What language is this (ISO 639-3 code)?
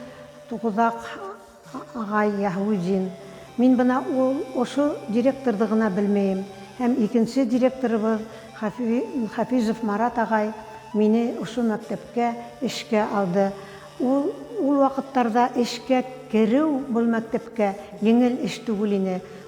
bak